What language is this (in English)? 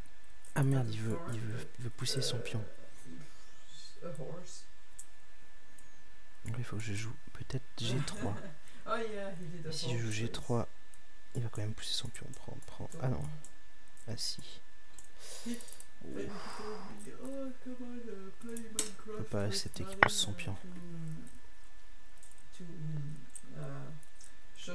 French